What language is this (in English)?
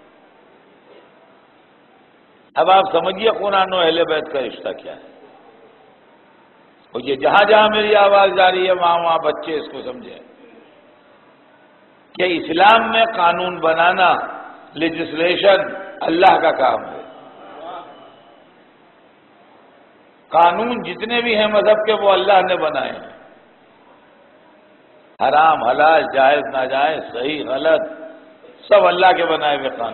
Urdu